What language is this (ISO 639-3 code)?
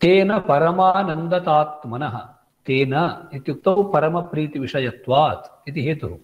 san